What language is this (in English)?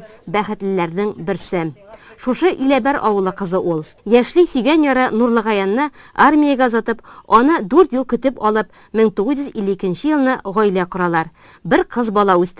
Tatar